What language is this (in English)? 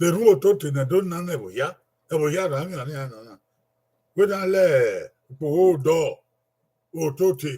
Bini